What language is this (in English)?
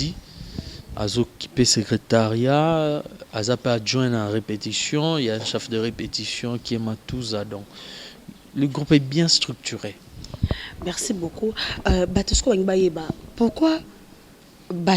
Lingala